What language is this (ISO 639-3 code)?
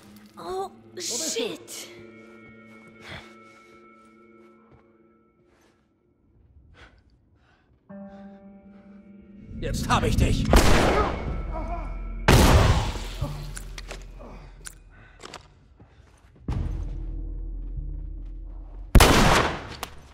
deu